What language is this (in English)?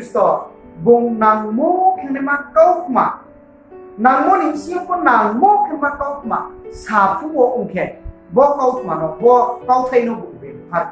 Riang (India)